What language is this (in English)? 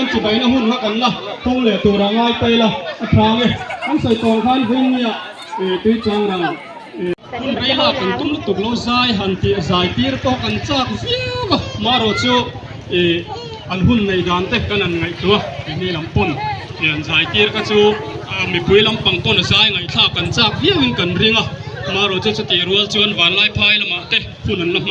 Mizo